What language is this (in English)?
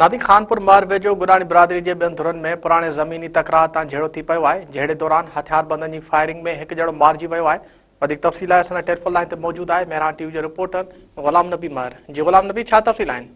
Sindhi